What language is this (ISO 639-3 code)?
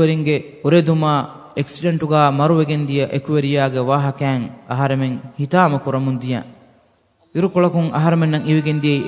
div